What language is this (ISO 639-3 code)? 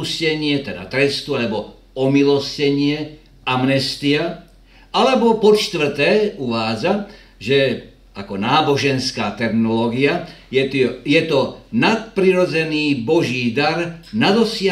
slk